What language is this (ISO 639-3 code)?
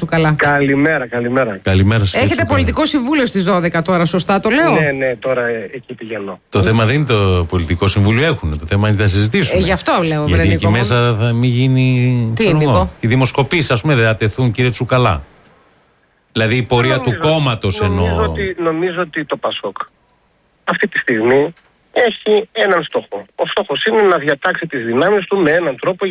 ell